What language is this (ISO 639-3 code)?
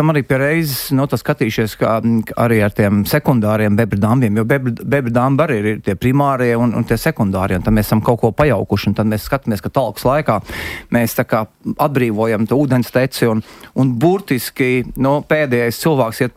lav